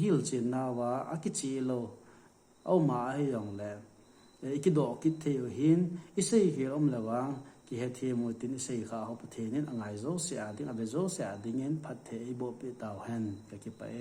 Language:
Thado Chin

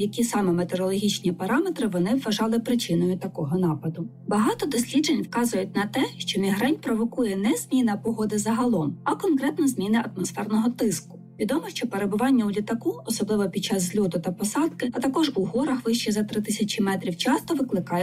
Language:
Ukrainian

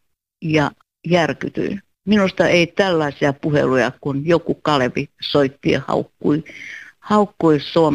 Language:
Finnish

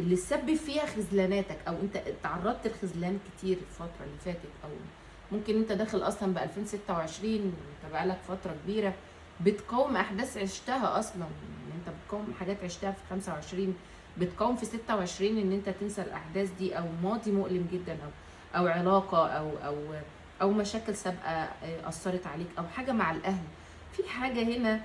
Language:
Egyptian Arabic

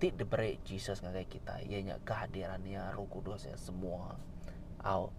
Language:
Iban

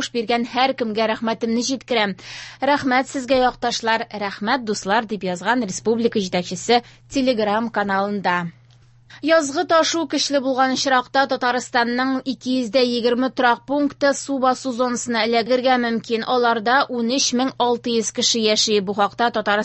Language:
Tatar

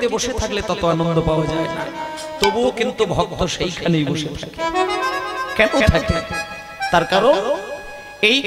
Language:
Bangla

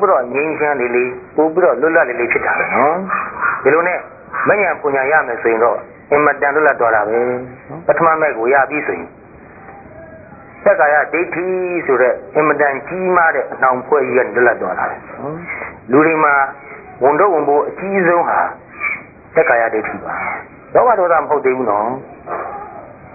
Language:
Burmese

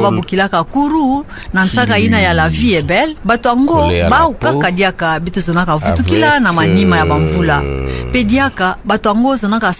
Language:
Kituba (Democratic Republic of Congo)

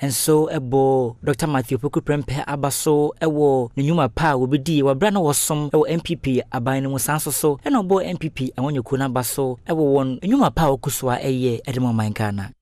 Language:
Akan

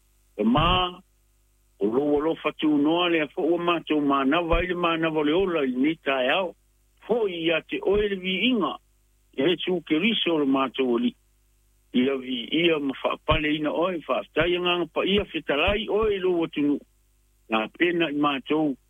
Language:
Samoan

